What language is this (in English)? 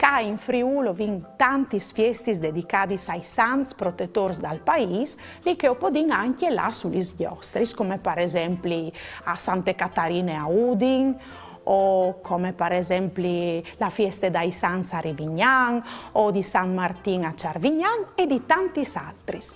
Friulian